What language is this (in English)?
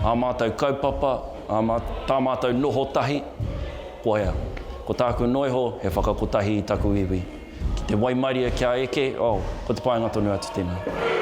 Māori